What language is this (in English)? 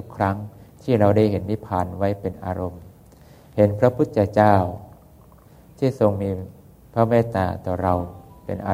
Thai